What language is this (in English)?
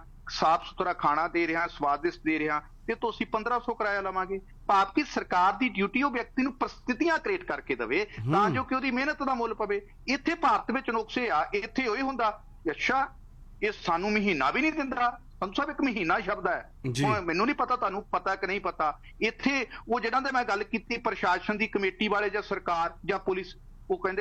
Punjabi